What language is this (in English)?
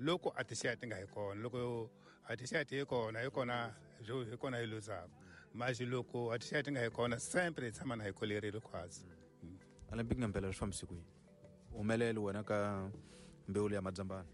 Tsonga